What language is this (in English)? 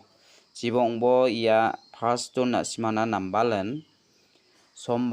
Garo